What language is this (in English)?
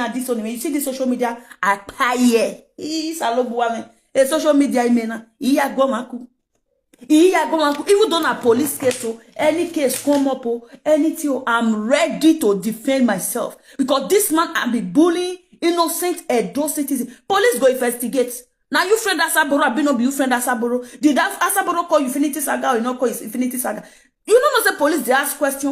Nigerian Pidgin